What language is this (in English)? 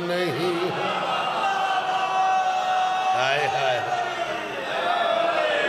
Urdu